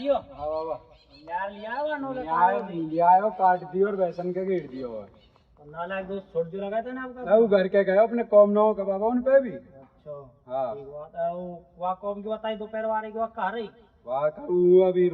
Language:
Braj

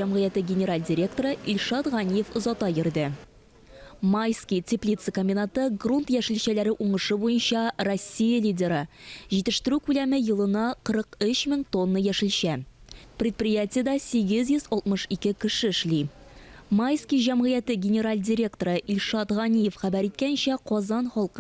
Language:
Tatar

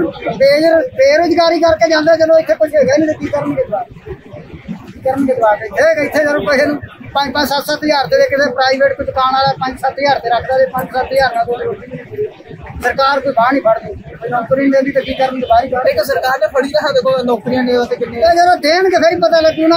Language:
Punjabi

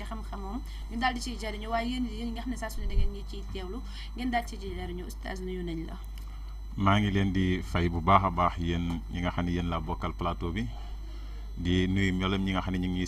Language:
Wolof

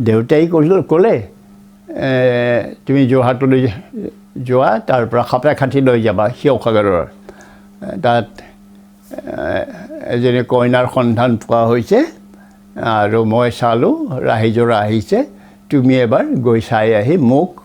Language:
Assamese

